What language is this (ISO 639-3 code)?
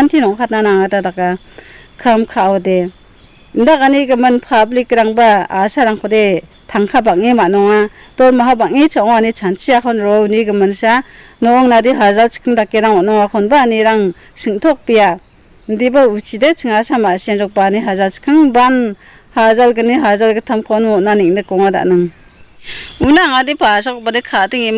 grt